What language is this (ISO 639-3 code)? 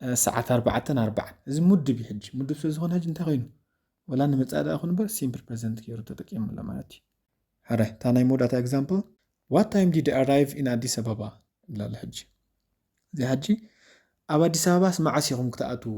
tir